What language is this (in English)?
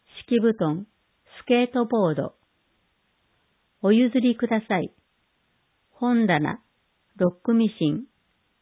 Japanese